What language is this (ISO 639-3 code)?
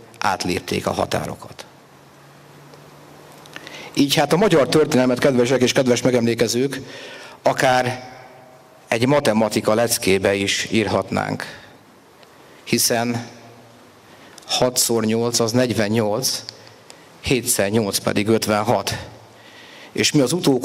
hun